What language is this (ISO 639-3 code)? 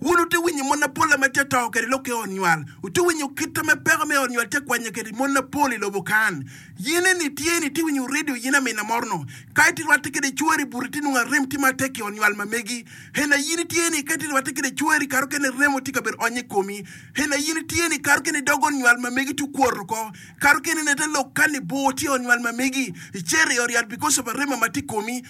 ach